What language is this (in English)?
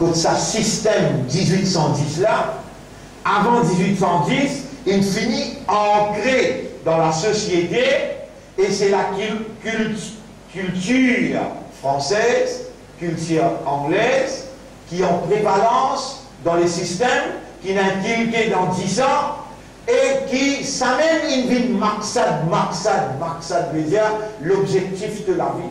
Morisyen